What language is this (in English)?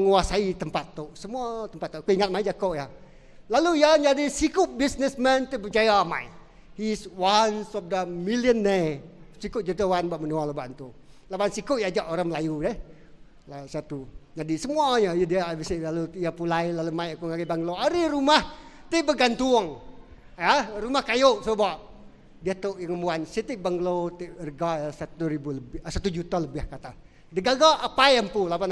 Iban